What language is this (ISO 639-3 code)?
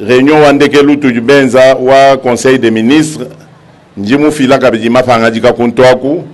lua